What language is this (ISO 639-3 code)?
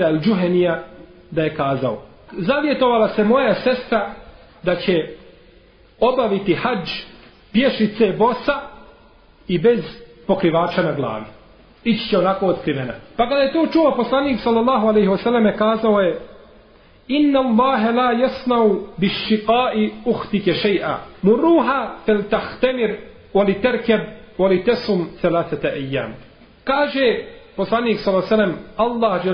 bos